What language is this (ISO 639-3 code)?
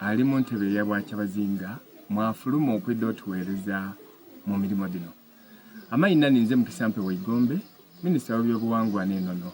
xog